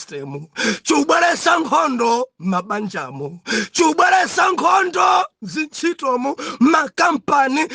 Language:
Nyanja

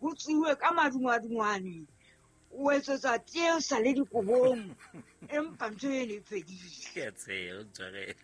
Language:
Southern Sotho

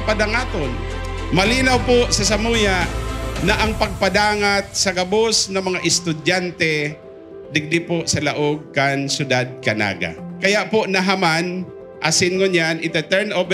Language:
Bikol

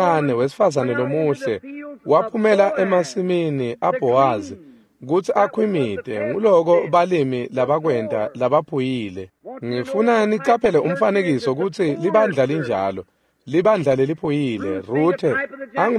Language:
Swati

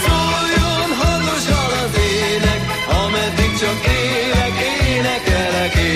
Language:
Hungarian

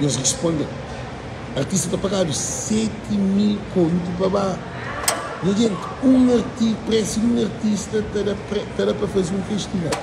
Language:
Kabuverdianu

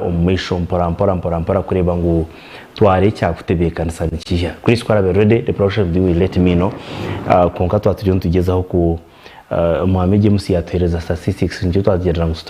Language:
Nyankole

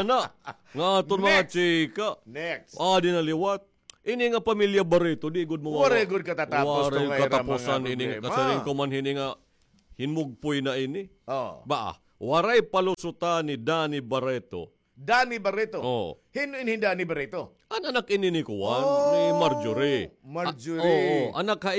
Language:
Waray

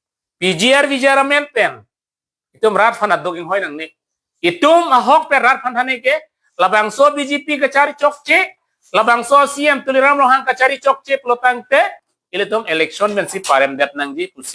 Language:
Karbi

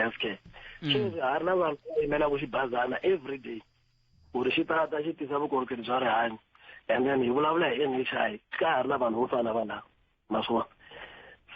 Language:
Tsonga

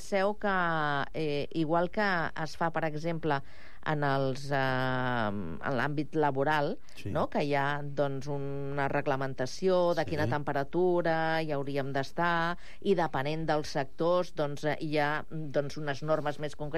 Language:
Catalan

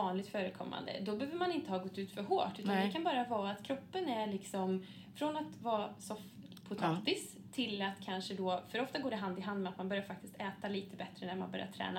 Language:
Swedish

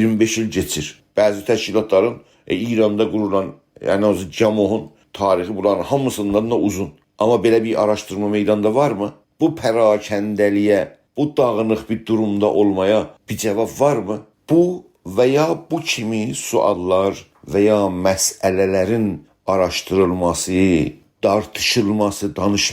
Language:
South Azerbaijani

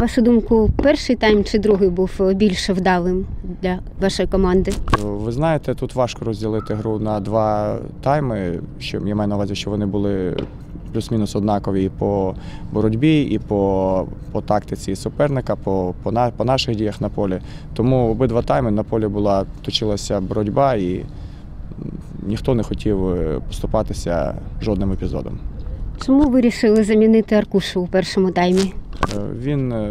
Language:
Ukrainian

